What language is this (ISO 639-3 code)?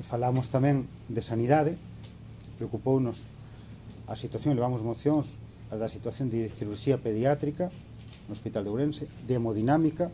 glg